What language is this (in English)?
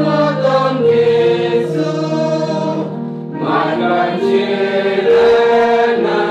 Central Mnong